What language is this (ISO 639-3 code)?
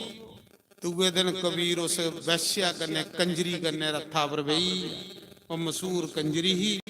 doi